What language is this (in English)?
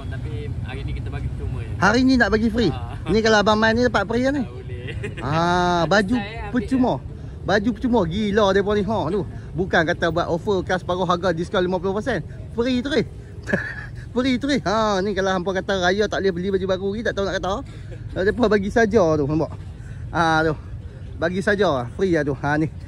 Malay